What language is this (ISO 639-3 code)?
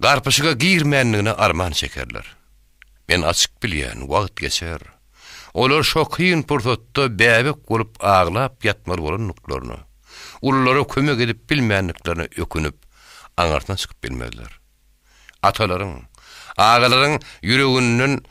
tuk